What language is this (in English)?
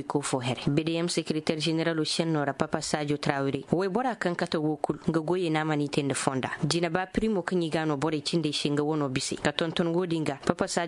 Koyraboro Senni